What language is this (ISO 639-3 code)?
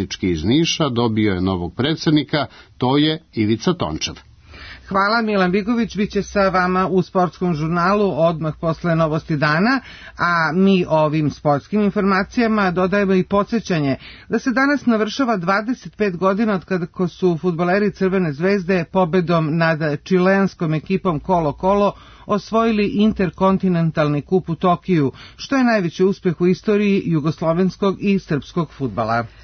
srp